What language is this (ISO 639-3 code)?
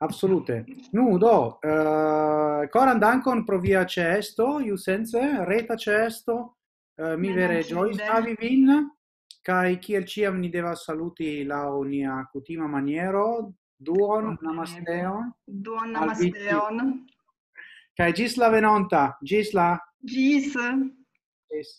epo